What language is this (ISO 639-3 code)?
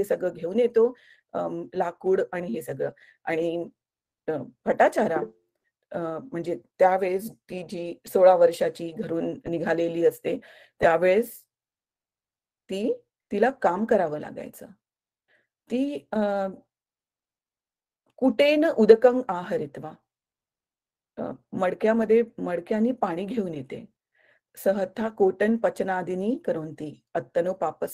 mar